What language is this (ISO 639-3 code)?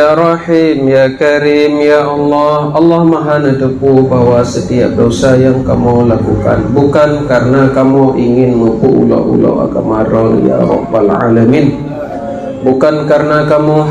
ace